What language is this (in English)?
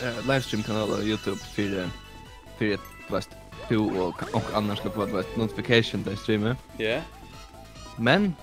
Faroese